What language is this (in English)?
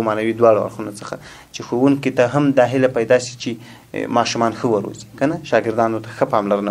Pashto